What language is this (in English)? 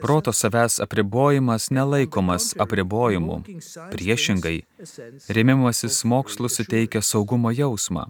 Lithuanian